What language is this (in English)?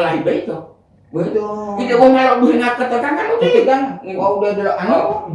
Gorontalo